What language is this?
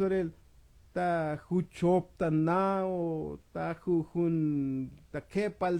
Tzotzil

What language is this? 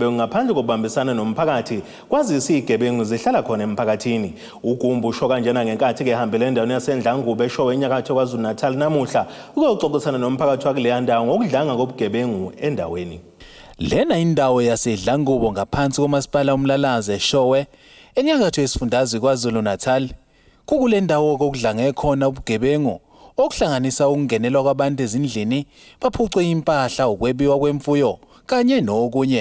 Zulu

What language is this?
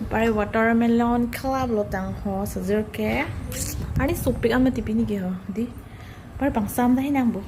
Karbi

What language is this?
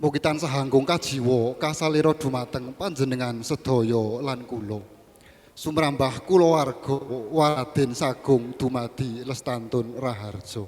Javanese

